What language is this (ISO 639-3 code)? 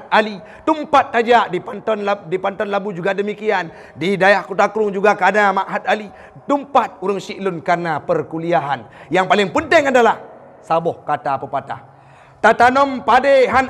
ace